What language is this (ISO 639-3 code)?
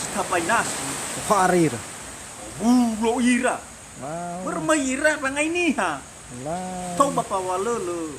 nia